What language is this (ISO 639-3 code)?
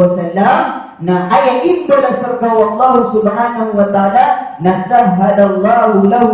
mrw